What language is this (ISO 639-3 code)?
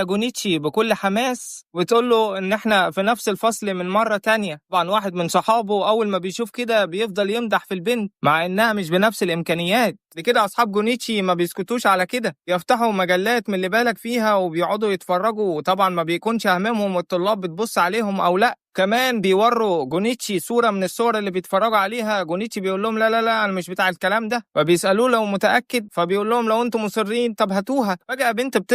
arz